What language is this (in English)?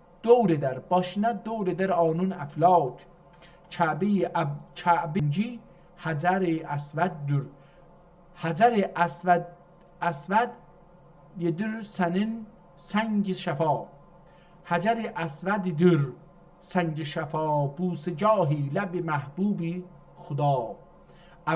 South Azerbaijani